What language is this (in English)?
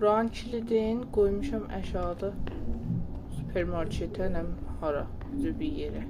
South Azerbaijani